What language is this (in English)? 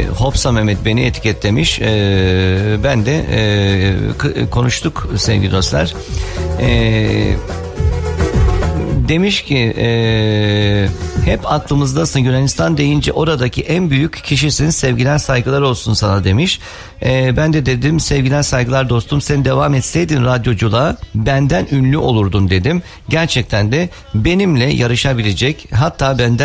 Turkish